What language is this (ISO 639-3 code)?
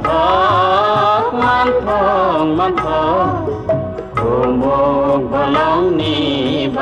trp